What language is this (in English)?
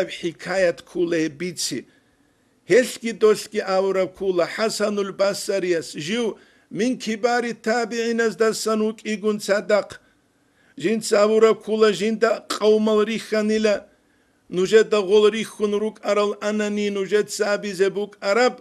Avaric